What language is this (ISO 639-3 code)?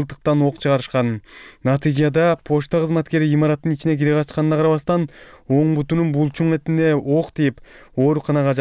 kir